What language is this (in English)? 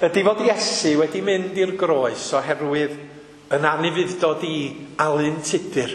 Welsh